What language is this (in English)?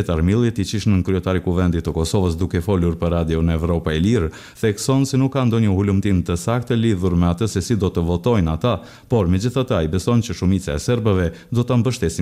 Albanian